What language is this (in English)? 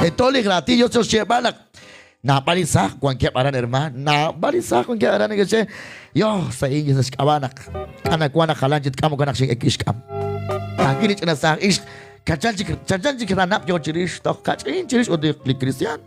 Kekchí